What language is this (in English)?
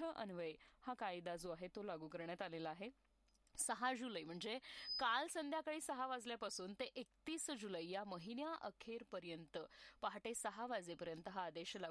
Marathi